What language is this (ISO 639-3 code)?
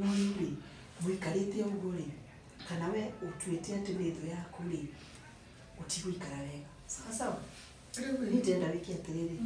kik